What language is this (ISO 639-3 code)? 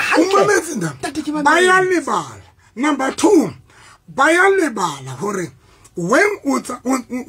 sot